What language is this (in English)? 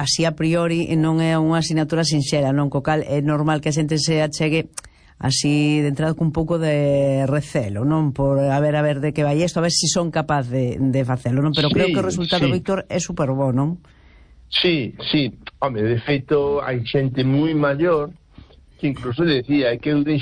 Galician